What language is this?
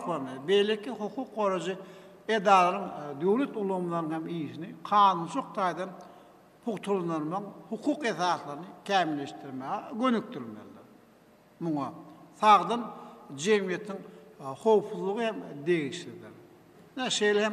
Turkmen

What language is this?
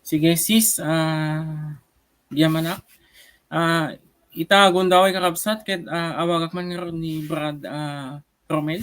Iloko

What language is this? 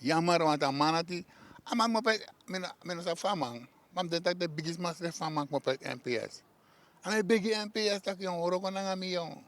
Sranan Tongo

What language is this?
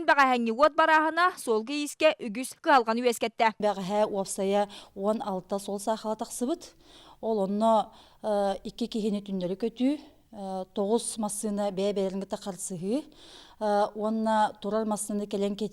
Yakut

